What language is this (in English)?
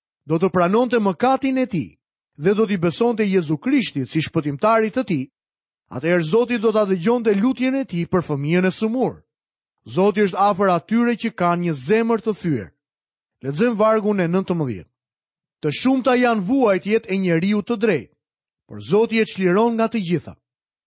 Albanian